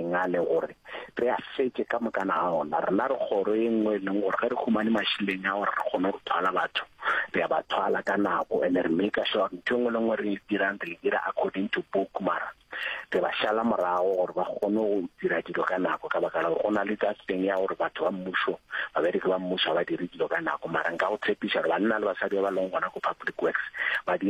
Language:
Northern Sotho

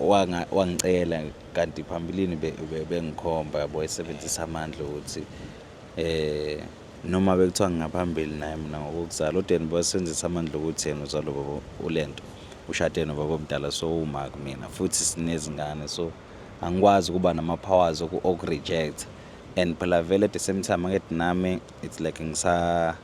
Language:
Zulu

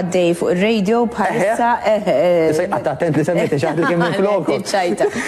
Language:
Maltese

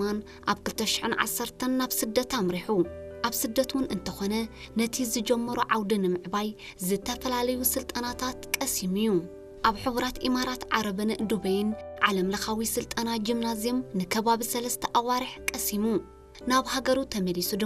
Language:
Tigrinya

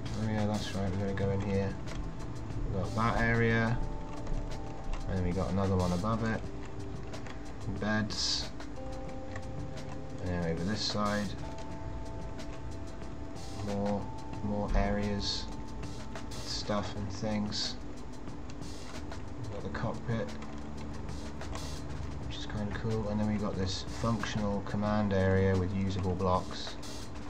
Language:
English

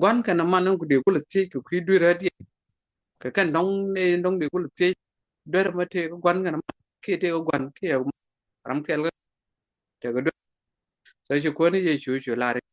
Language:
Nuer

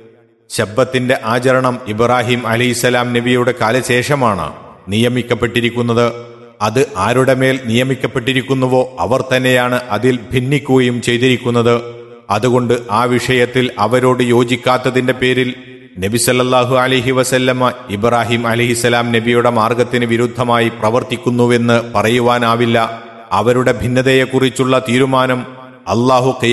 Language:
Malayalam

